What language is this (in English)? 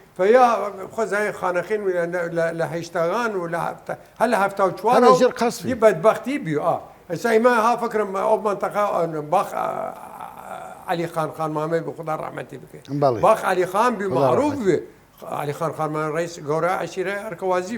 Southern Kurdish